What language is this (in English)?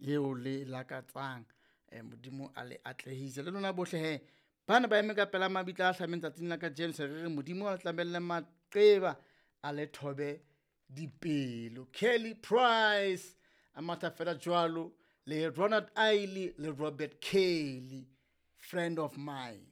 Southern Sotho